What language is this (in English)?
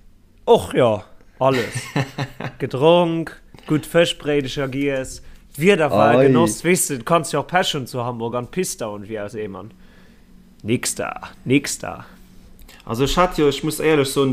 Luxembourgish